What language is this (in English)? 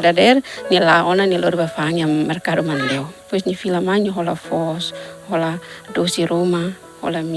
Tetum